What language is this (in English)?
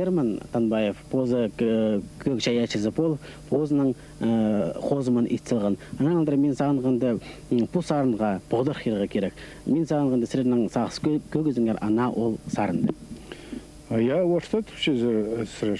Khakas